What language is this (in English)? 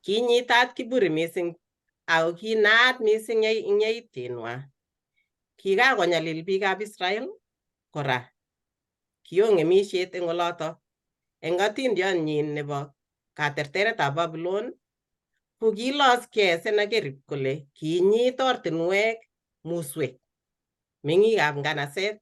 Kalenjin